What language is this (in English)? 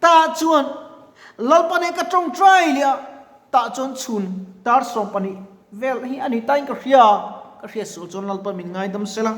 Mizo